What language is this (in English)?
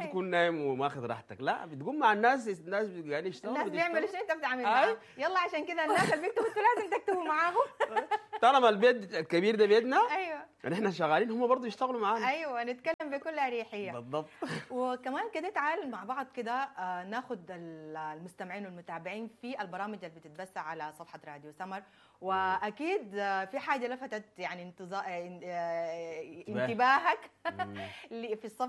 Sudanese Arabic